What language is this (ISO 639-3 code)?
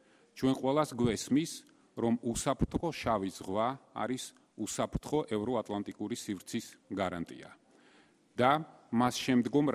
kat